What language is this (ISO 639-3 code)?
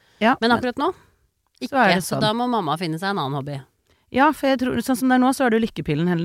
nor